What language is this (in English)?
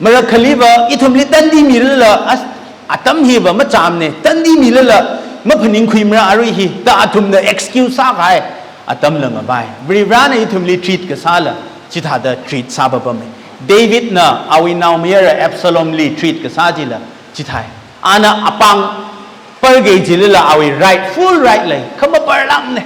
Tangkhul Naga (India)